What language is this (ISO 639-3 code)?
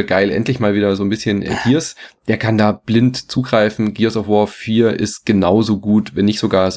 deu